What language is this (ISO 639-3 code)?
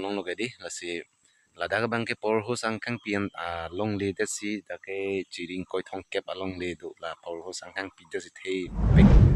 mjw